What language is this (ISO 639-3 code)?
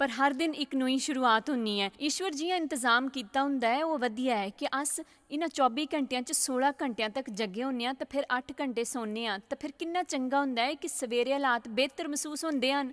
doi